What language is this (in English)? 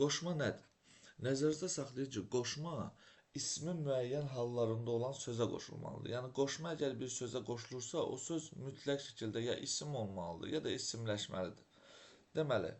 Azerbaijani